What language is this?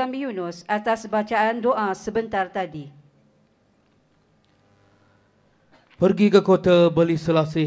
Malay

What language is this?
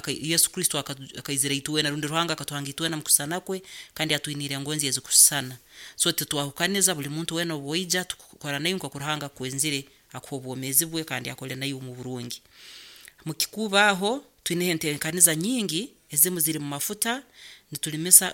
Nyoro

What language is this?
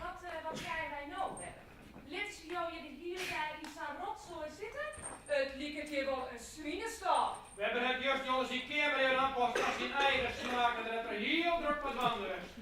Western Frisian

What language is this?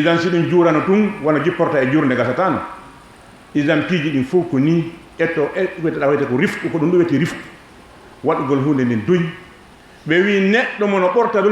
Fula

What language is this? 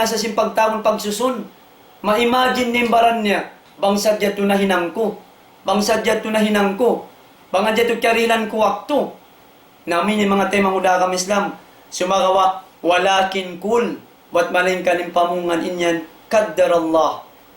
Tausug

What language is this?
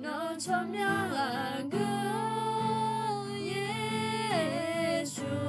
Akha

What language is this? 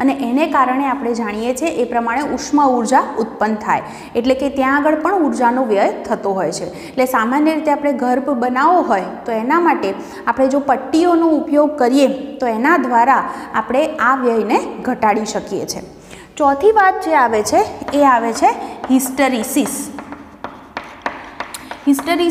Gujarati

